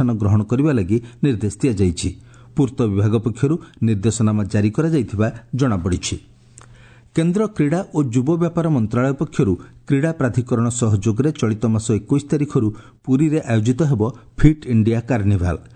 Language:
Odia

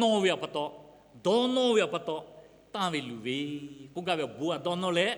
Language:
Lahu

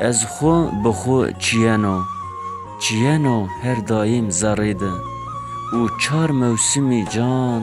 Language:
Zaza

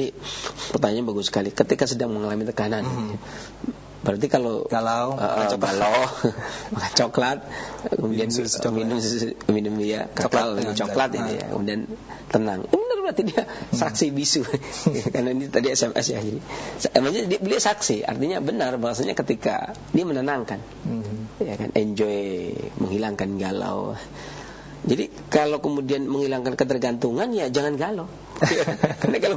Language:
Indonesian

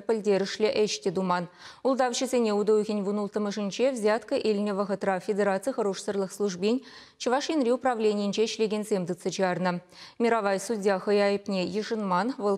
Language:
Chuvash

